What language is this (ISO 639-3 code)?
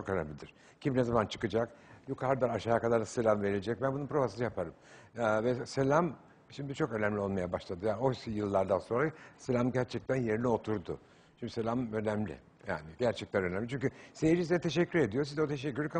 tur